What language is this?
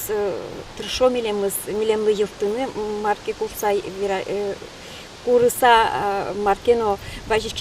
Udmurt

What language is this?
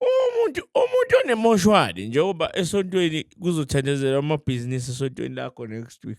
Zulu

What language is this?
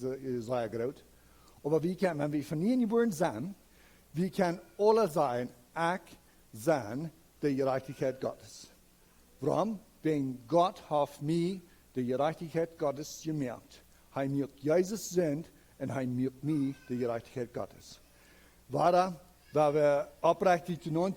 Plautdietsch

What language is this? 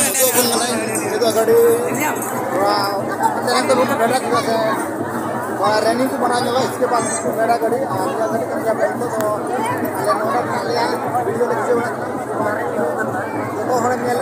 Santali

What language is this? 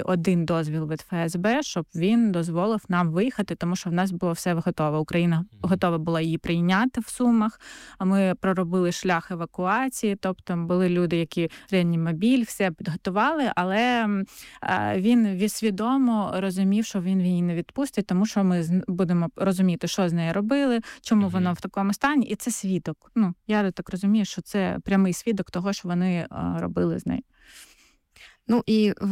Ukrainian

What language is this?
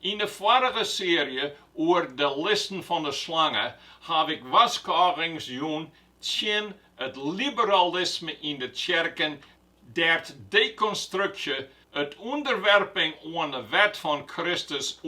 Western Frisian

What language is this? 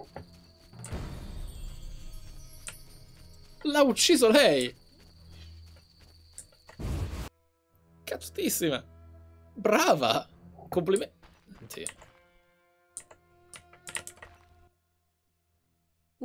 Italian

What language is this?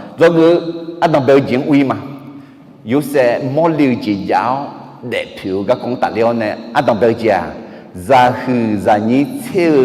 Akha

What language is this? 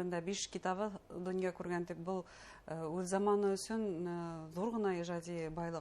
Bashkir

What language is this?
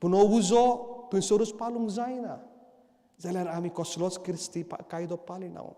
Konkani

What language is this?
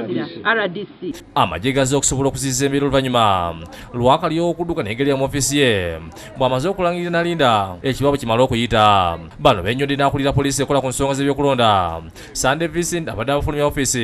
Ganda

